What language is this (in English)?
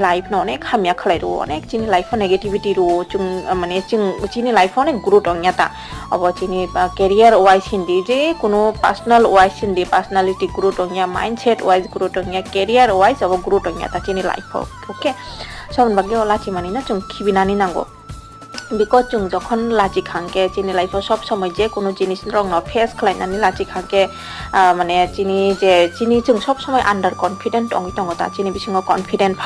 Kok Borok